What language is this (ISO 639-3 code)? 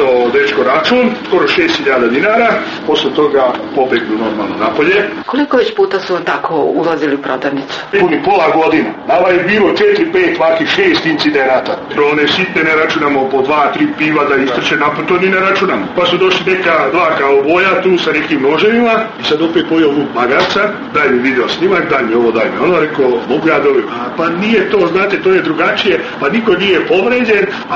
srp